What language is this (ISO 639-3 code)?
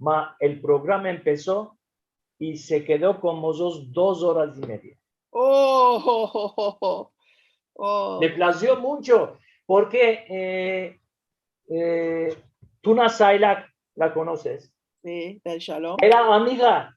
lad